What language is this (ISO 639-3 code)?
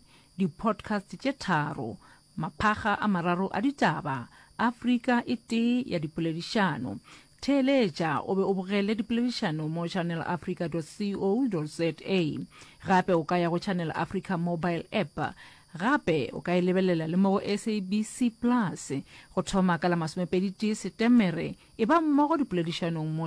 nso